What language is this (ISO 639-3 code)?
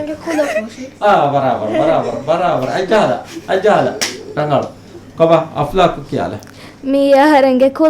div